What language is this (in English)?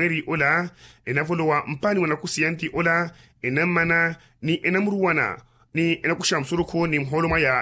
Makhuwa